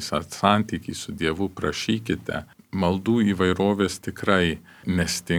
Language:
Lithuanian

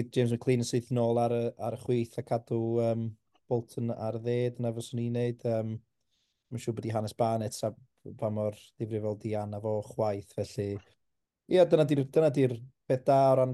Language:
Welsh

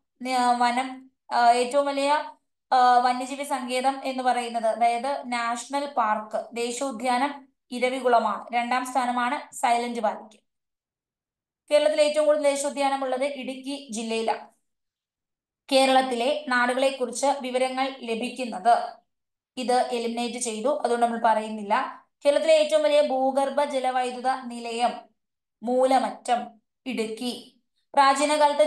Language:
Malayalam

